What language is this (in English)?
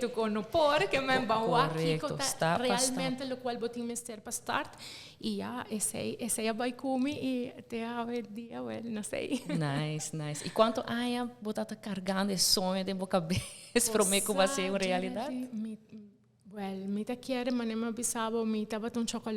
Papiamento